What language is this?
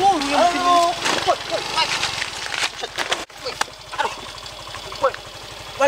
Betawi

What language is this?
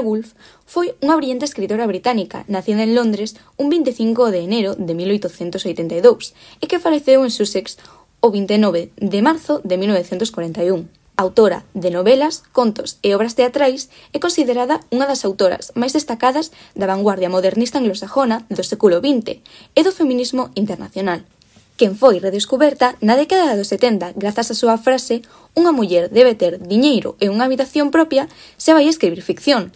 Galician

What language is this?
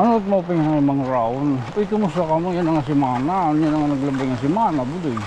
Waray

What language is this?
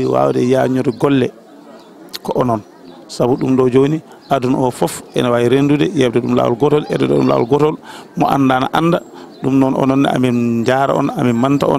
Fula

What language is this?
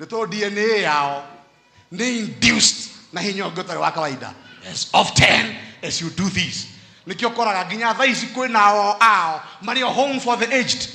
Kikuyu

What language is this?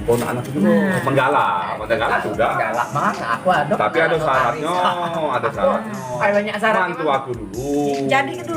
Musi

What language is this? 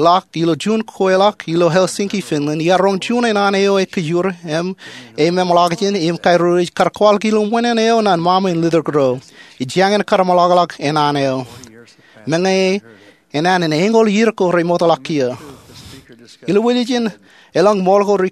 Marshallese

